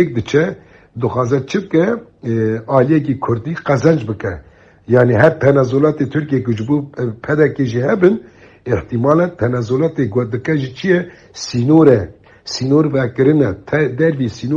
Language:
Kurdish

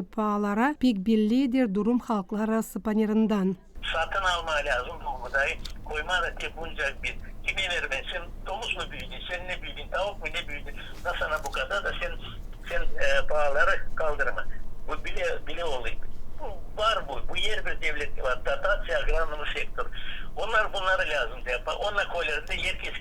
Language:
Gagauz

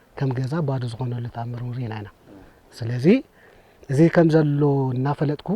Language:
Tigrinya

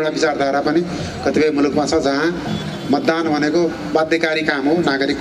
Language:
Nepali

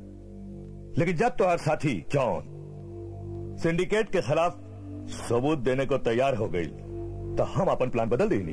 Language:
Bhojpuri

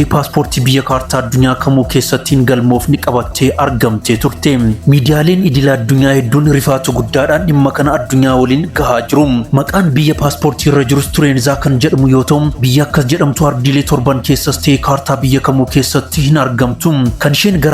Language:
Oromo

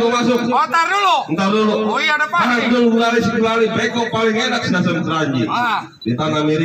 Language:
Betawi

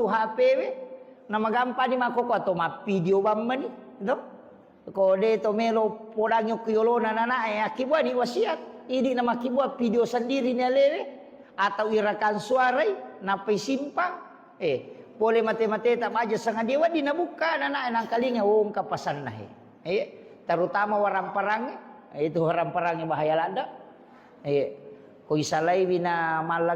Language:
Buginese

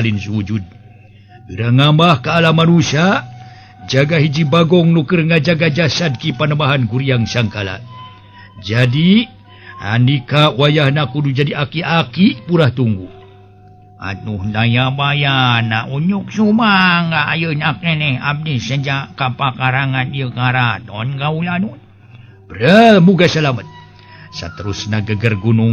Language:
Sundanese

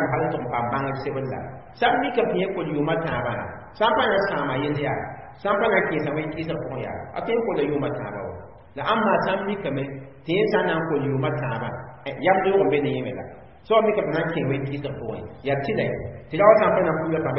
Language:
Mossi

